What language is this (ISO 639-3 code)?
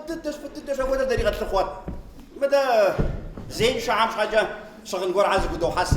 kbd